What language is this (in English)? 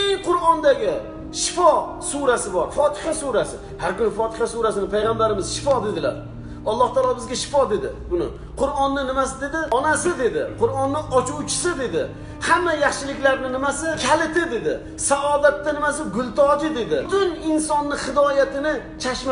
Uzbek